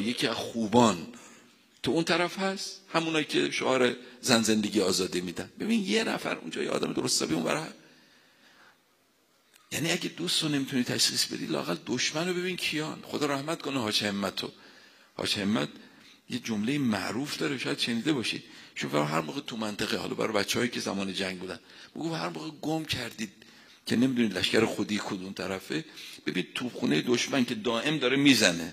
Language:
Persian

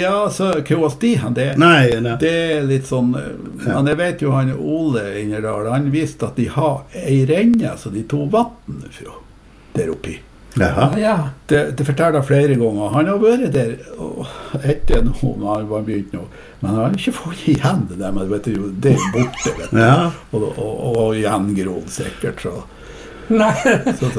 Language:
Norwegian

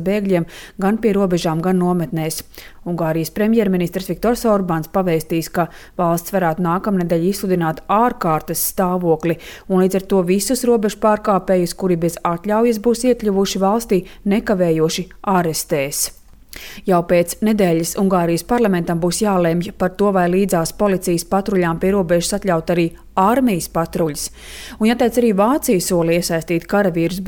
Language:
Latvian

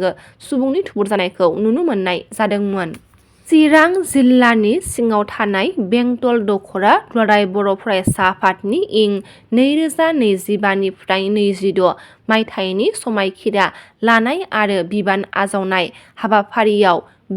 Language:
Bodo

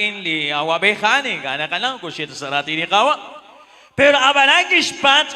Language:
Kekchí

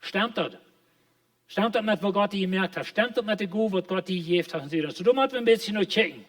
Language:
Plautdietsch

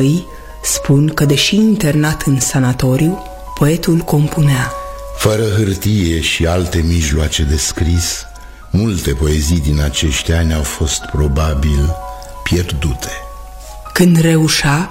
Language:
Romanian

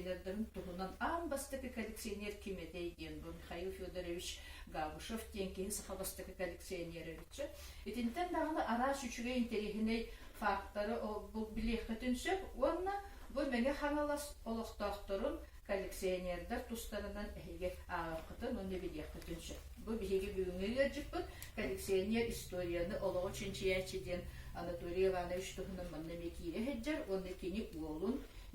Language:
Yakut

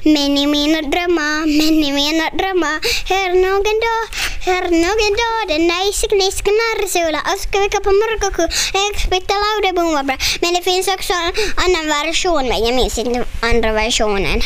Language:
Swedish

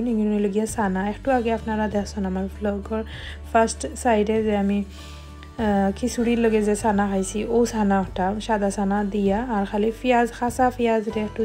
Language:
Sylheti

